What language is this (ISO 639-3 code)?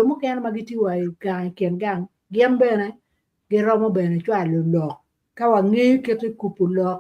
ach